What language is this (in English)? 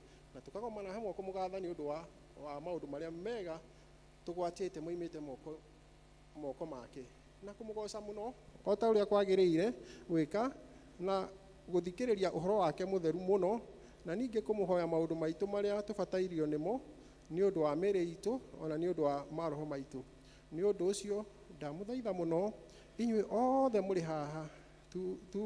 Kikuyu